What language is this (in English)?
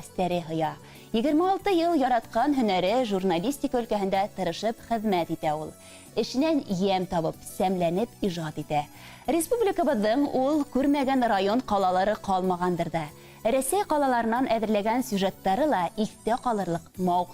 Bashkir